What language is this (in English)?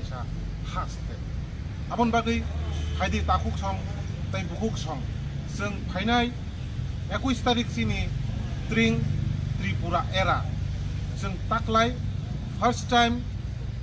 Kok Borok